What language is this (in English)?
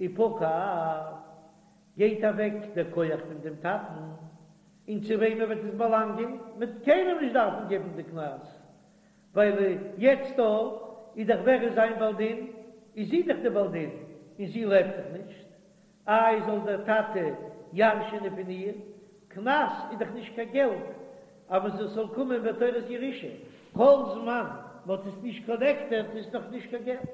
Yiddish